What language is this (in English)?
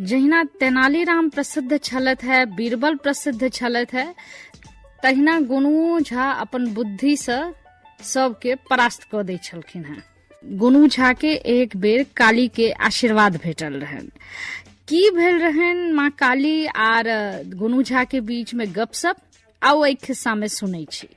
Maithili